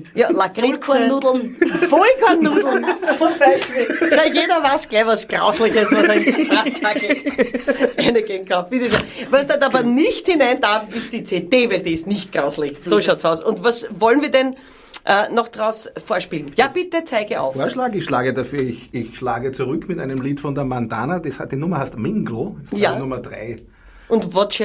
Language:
Bavarian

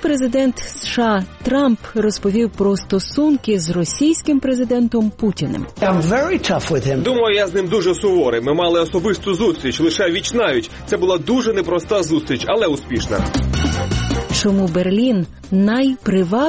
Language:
Ukrainian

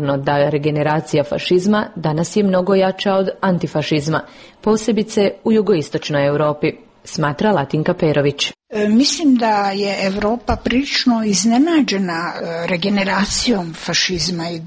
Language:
Croatian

